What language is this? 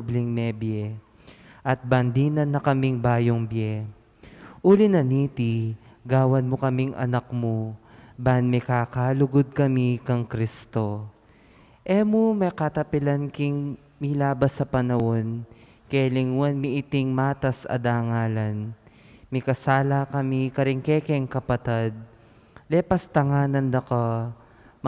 Pampanga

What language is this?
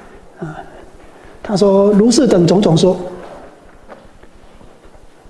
Chinese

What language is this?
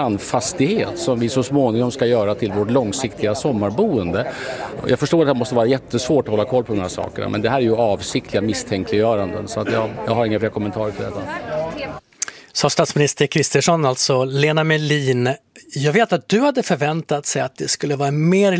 Swedish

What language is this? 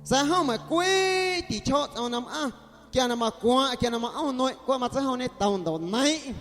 Guerrero Amuzgo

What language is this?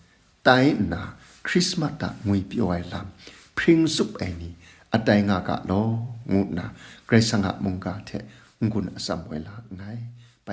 Kachin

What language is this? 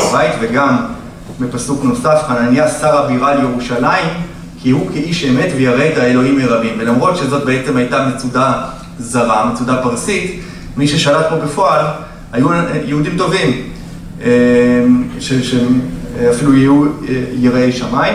Hebrew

